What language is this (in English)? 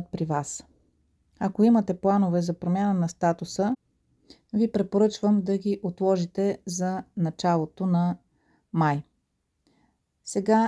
Bulgarian